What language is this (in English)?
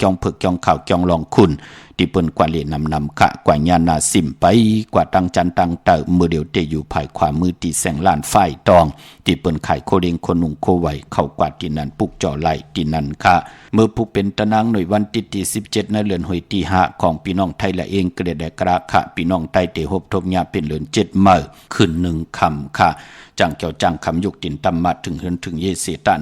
Shan